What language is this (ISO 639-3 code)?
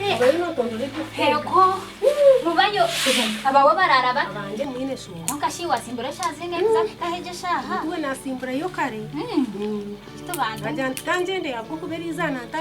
nyn